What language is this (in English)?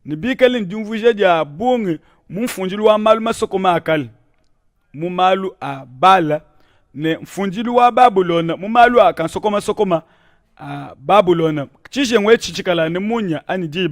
Luba-Lulua